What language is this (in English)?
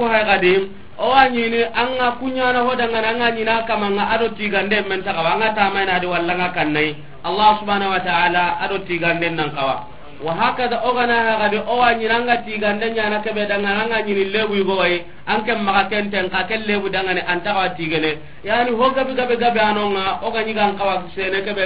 Soninke